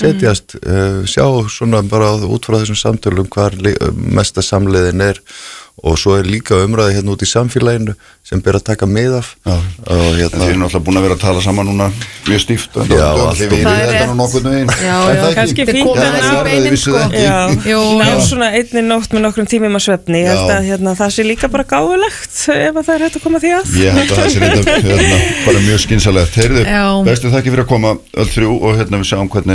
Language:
Icelandic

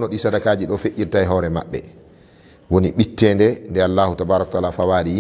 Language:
Fula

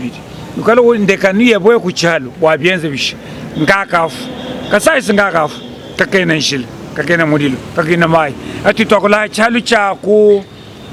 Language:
Luba-Lulua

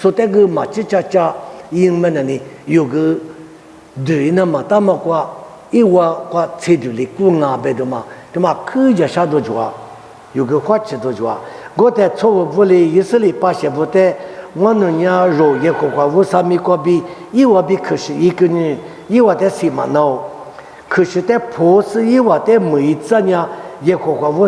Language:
Lisu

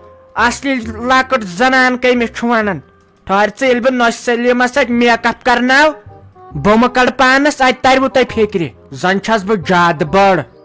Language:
Kashmiri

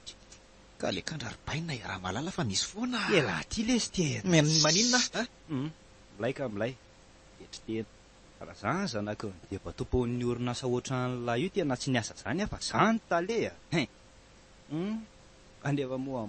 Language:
Malagasy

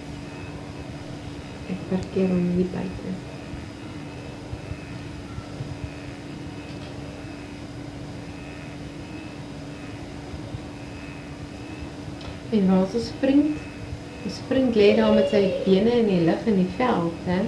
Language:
Afrikaans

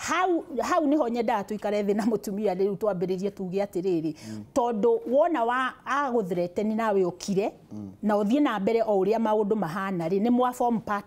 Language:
Kikuyu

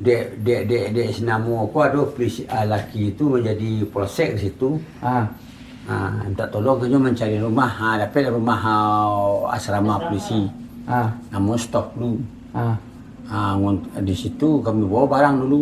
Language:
Minangkabau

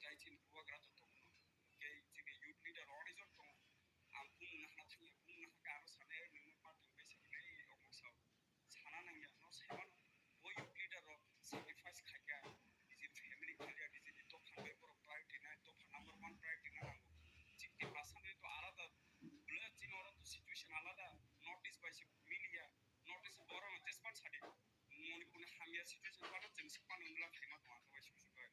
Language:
Kok Borok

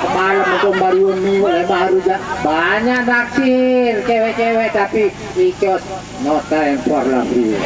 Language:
Sasak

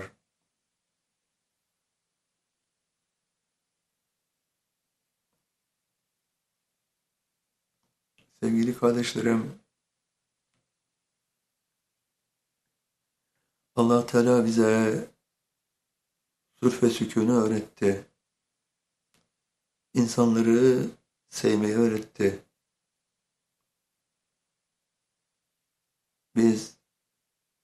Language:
Turkish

